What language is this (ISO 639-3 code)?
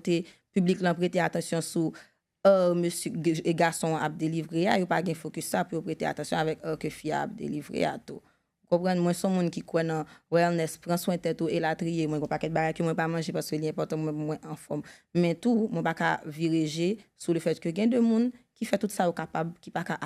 hat